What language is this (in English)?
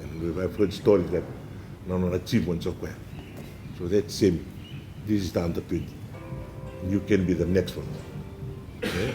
Fijian